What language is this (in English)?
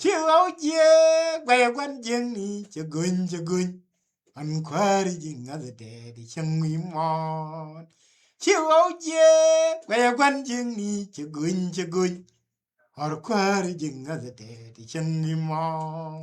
Nuer